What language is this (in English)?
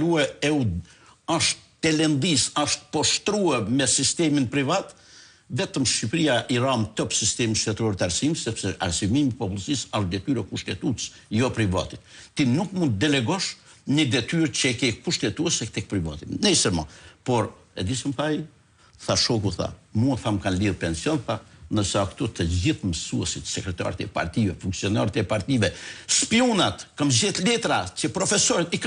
Albanian